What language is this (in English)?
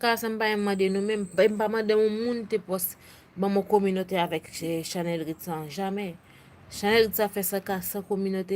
Haitian Creole